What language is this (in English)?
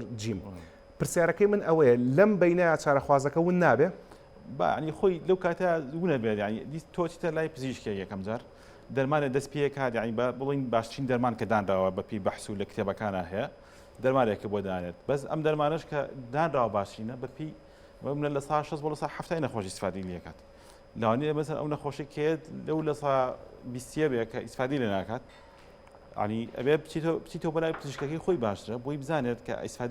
Central Kurdish